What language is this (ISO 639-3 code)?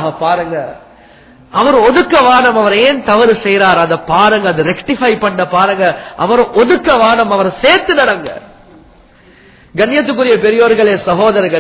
tam